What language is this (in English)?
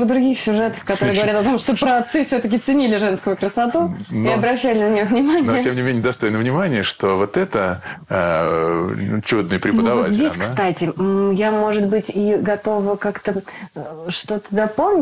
Russian